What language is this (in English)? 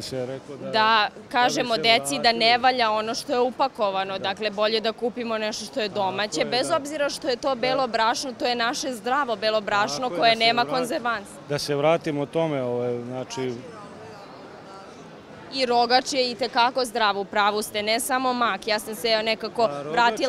Serbian